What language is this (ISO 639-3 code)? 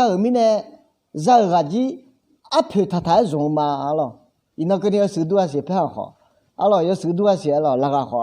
ahk